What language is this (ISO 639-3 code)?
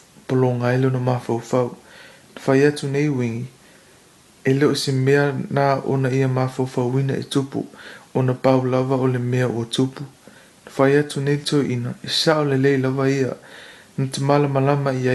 smo